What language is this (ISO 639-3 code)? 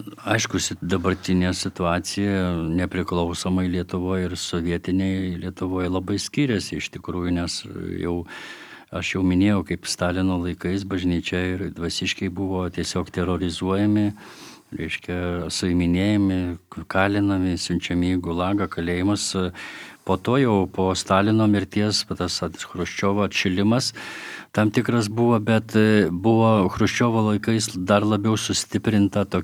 lit